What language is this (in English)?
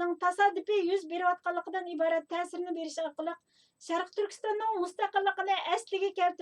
Uyghur